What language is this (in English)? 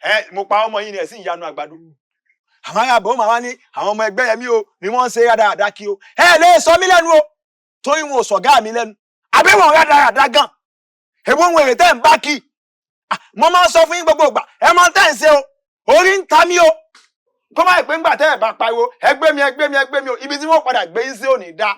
Yoruba